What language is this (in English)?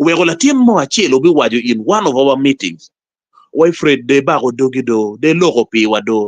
Acoli